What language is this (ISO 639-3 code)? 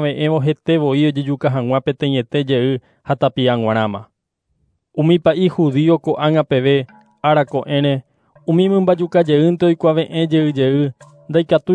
grn